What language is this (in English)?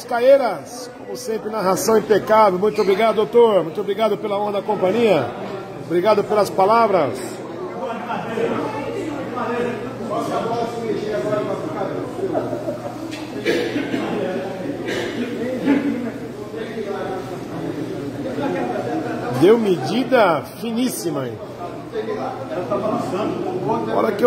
Portuguese